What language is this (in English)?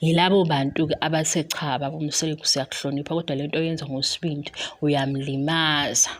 Zulu